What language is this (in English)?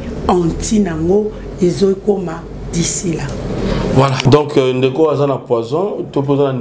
Lingala